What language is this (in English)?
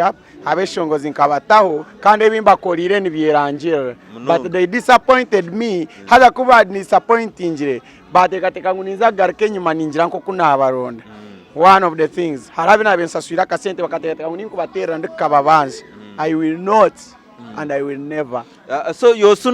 Nyankole